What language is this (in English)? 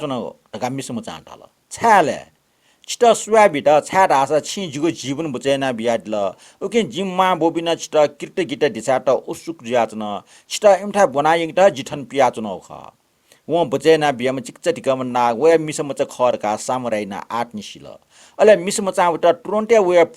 Newari